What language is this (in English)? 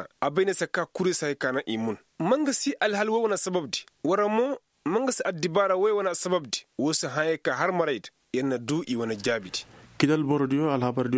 Koyraboro Senni